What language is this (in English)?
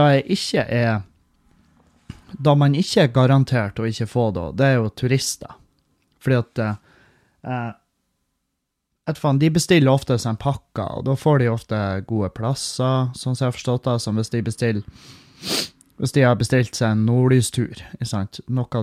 Norwegian